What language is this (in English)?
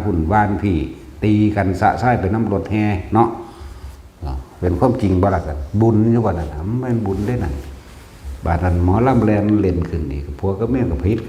Northeastern Thai